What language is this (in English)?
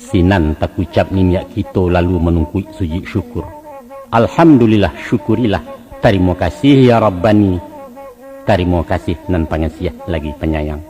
Minangkabau